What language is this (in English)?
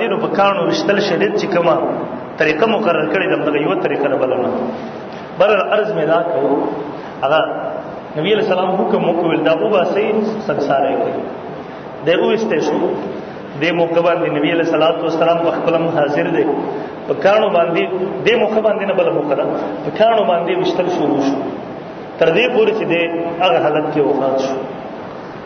Pashto